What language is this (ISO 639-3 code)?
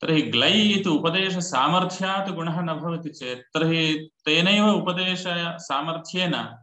san